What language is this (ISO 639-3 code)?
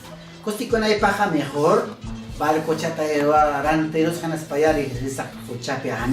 quy